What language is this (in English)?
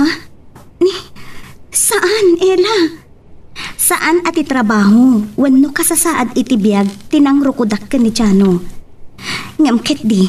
Iloko